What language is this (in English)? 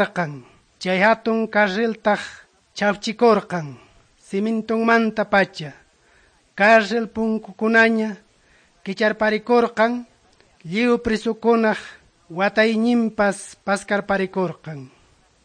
Quechua